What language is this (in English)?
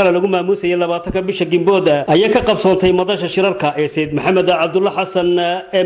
Somali